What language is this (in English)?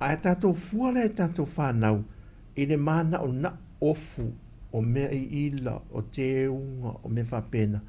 Samoan